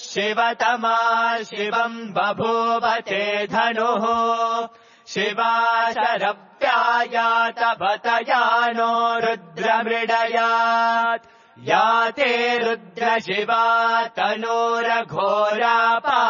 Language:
Sanskrit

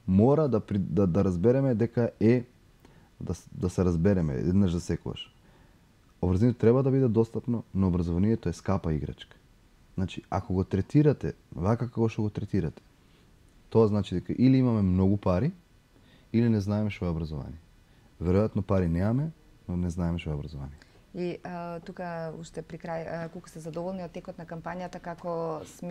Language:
Macedonian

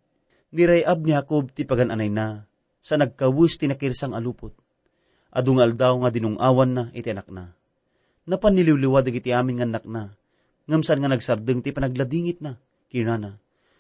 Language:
Iloko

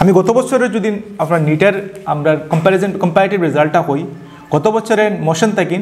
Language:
Sylheti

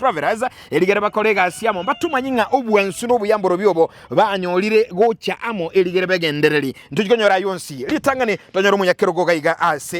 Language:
Gusii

